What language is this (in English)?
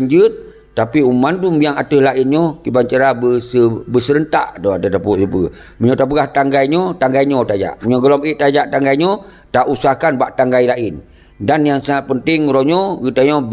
Achinese